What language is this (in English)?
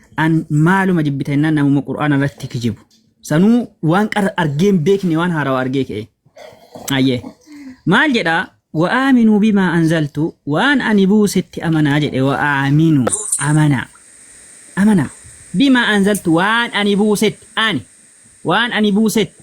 Oromo